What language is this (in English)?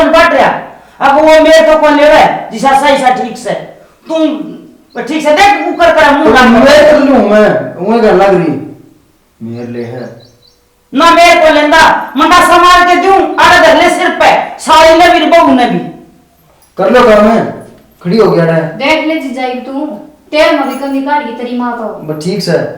Haryanvi